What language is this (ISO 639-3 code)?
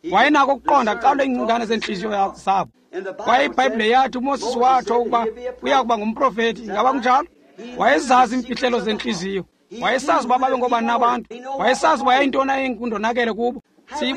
xho